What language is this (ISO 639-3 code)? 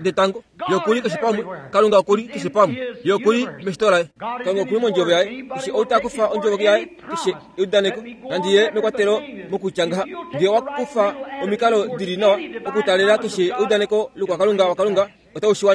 kua